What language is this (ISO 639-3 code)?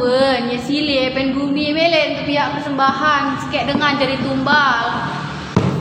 sas